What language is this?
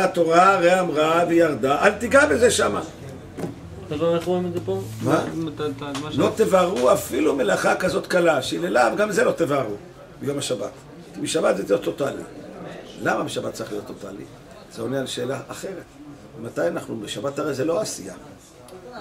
Hebrew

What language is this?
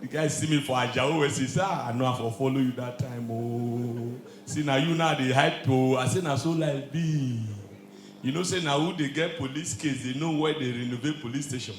Nigerian Pidgin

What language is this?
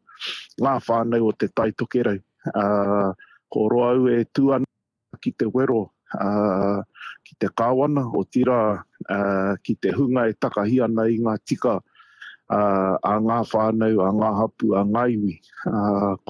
Māori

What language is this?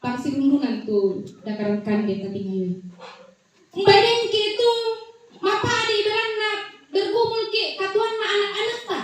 Toraja-Sa'dan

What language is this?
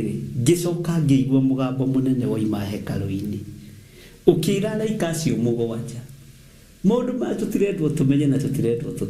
Kikuyu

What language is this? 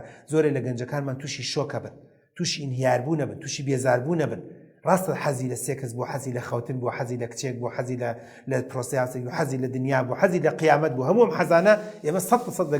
Central Kurdish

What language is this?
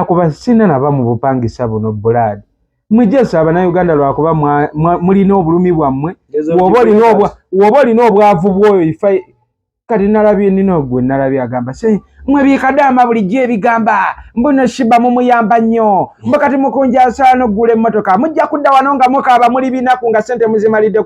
Ganda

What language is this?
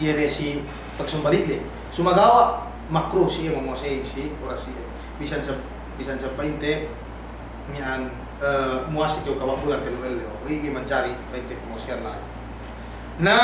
Yakan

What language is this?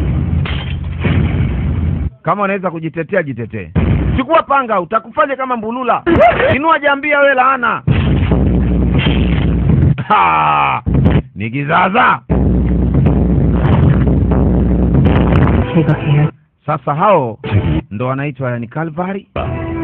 Swahili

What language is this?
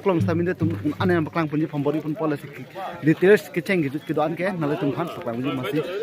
Karbi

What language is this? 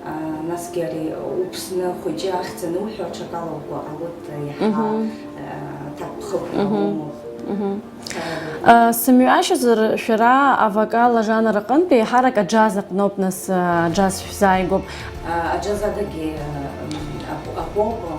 Abkhazian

